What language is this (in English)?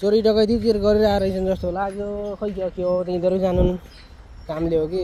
Nepali